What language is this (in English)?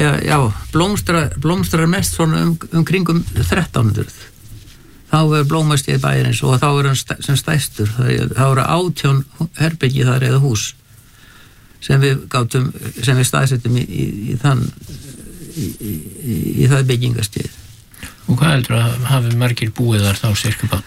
Icelandic